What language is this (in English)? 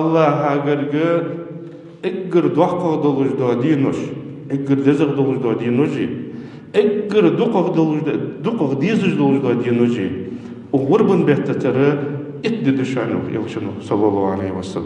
Ingush